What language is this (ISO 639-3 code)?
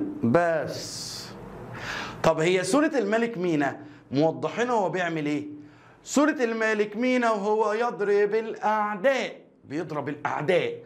arz